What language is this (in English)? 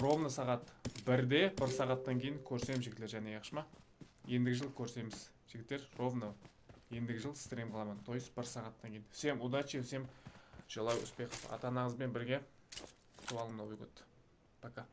Kara-Kalpak